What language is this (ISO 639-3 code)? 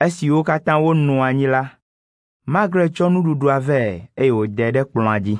ewe